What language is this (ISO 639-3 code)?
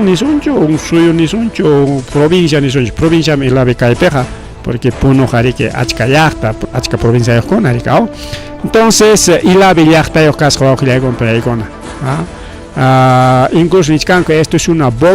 quy